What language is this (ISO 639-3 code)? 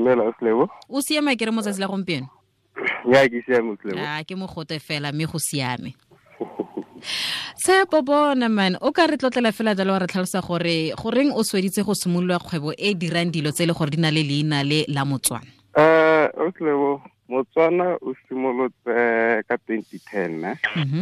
tsn